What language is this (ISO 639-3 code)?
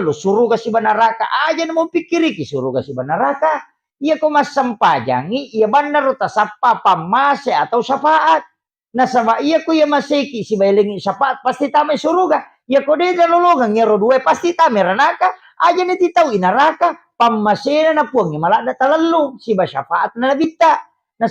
bug